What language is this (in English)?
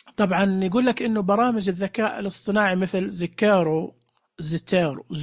Najdi Arabic